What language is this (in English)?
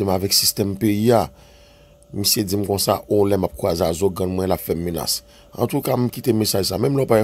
Haitian Creole